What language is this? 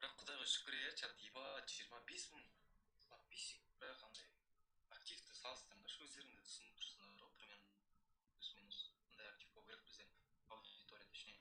Kara-Kalpak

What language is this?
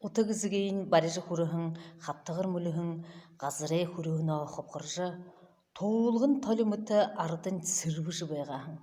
Buriat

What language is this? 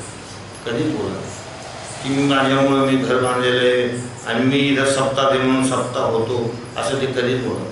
Marathi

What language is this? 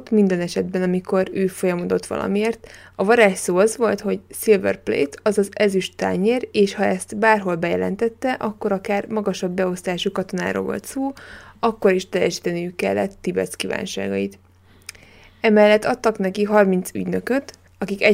Hungarian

